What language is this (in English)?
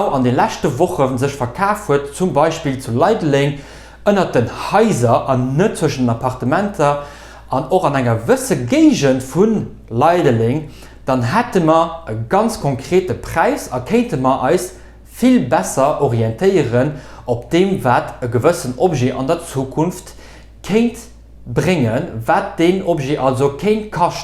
Luxembourgish